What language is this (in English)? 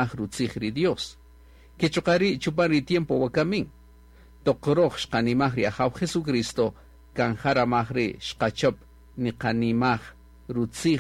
Kaqchikel